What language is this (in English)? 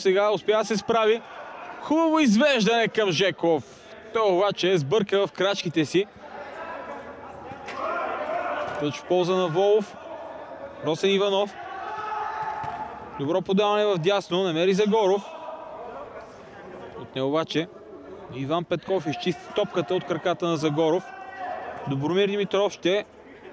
Bulgarian